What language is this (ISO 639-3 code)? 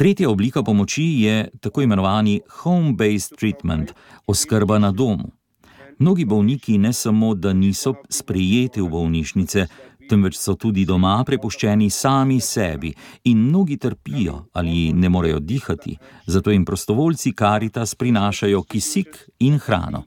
slv